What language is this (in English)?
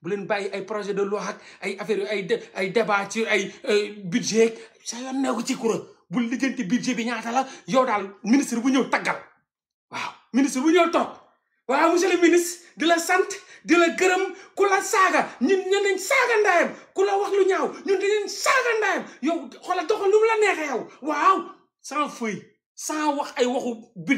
Wolof